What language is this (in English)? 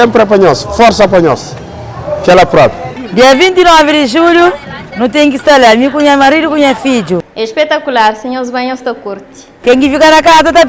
Kabuverdianu